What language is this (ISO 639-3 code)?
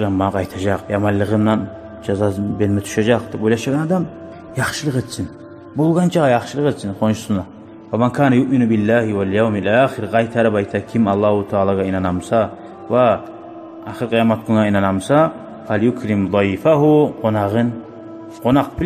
kum